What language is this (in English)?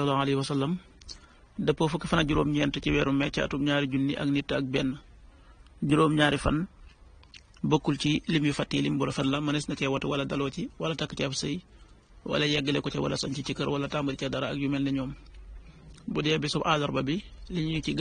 Wolof